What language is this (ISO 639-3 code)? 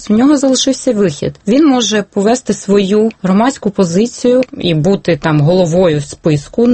ukr